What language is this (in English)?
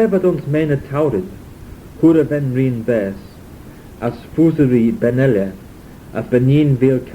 Manx